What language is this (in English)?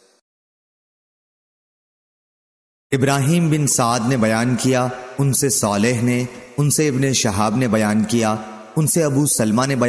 Urdu